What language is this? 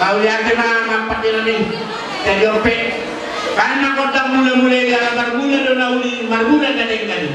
Batak Toba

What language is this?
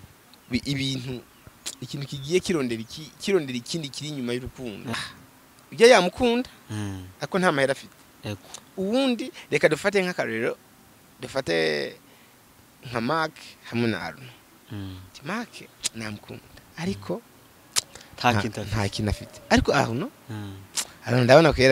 Rundi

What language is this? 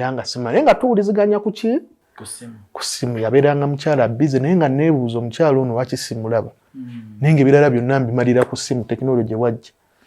Ganda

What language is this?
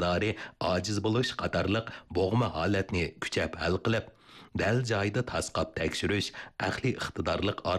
Uyghur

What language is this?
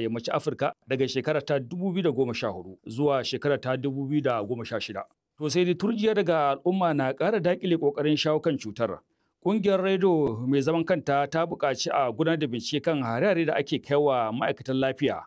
Hausa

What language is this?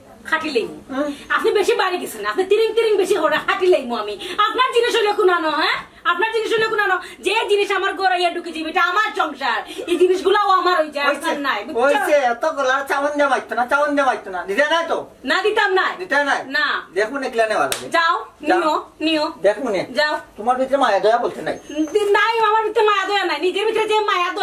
Sylheti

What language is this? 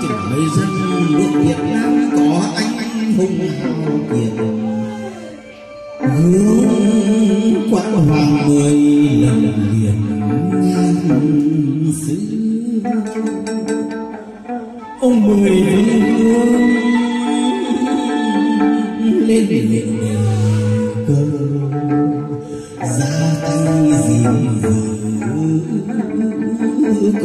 Vietnamese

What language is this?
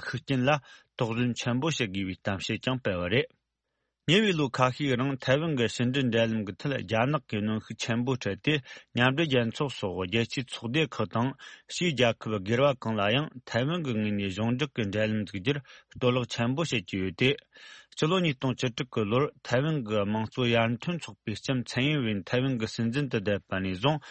Tibetan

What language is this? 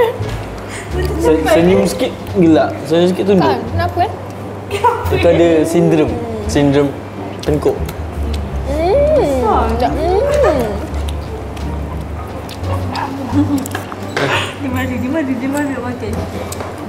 Malay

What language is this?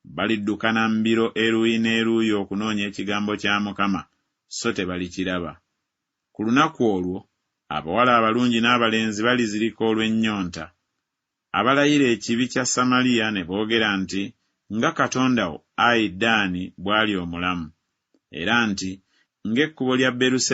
Ganda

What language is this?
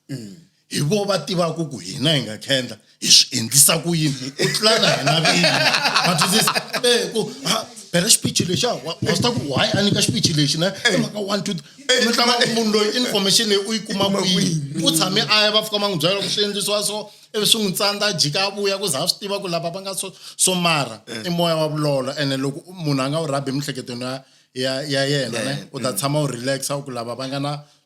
Tsonga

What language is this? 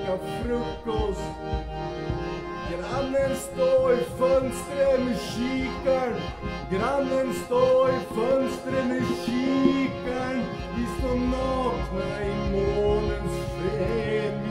Swedish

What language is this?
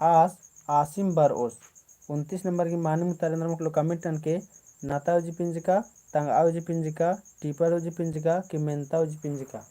Kurukh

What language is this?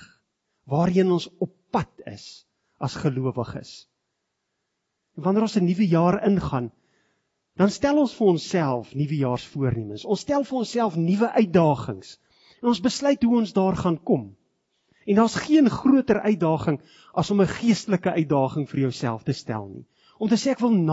Afrikaans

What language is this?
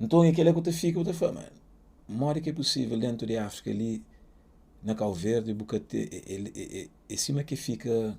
Kabuverdianu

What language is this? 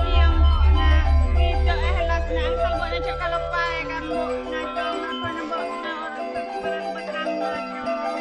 Madurese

